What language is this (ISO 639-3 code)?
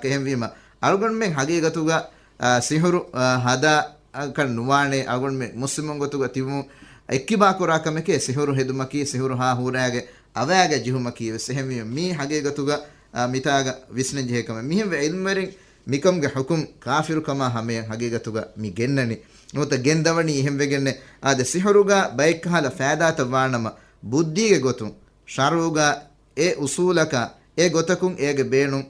div